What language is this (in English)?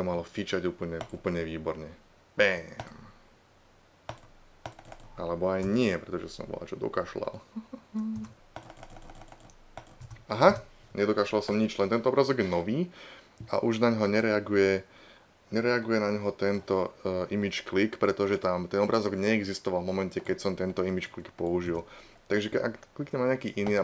Slovak